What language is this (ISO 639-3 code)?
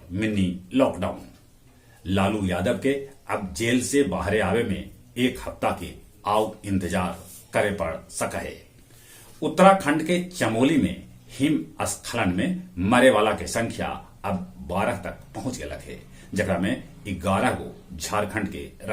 mag